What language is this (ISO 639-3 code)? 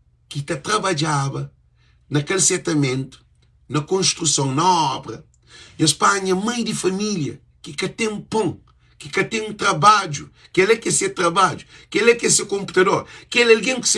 kea